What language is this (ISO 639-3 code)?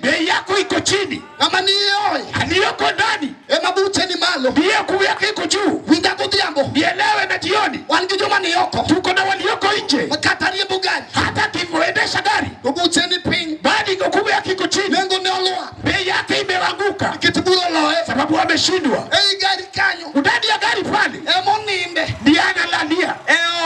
luo